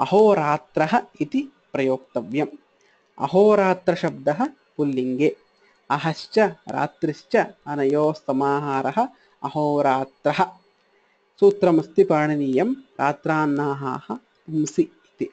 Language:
Sanskrit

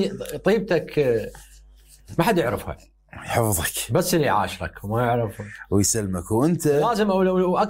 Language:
Mesopotamian Arabic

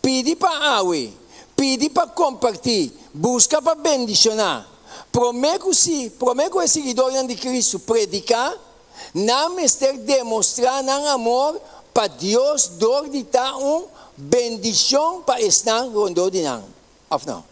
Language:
Papiamento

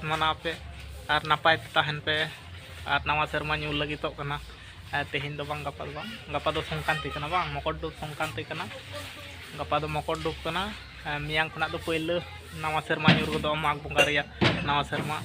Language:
Santali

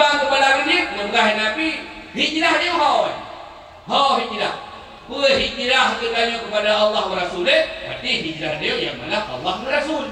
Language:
Achinese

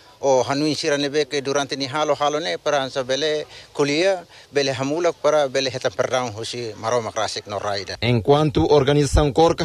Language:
Tetum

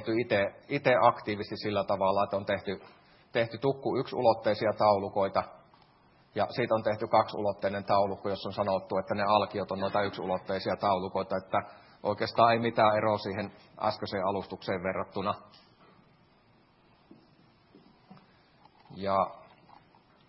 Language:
Finnish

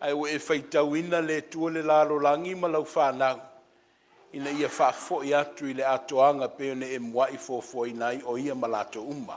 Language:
Samoan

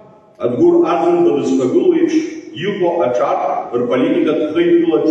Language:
Abkhazian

